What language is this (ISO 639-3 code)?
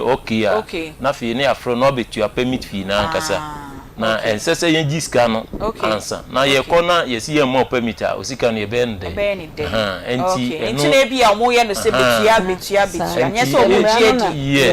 aka